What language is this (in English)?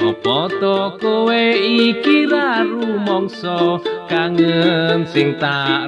Javanese